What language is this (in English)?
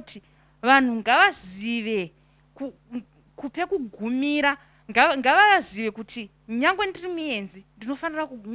Shona